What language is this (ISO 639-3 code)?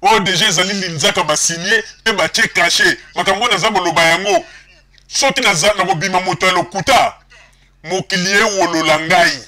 lin